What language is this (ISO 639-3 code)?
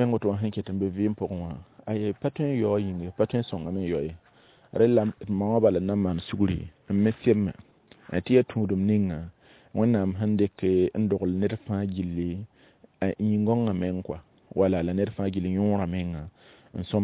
mos